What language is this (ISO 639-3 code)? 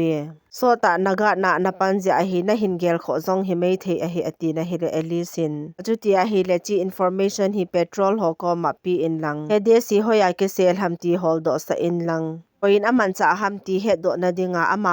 tcz